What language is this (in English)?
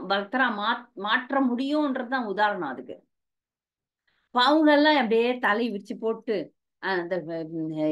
Tamil